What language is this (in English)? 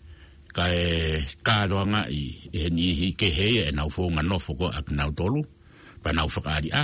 Tongan